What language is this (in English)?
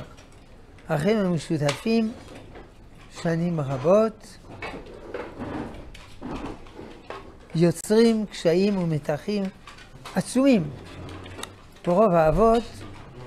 Hebrew